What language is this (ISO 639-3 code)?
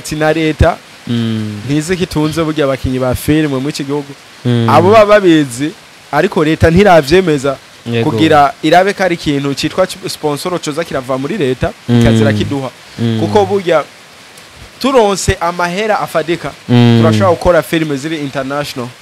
run